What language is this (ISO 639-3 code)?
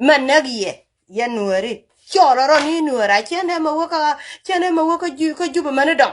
nus